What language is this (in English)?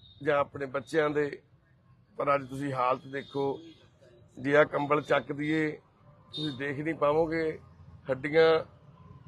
Punjabi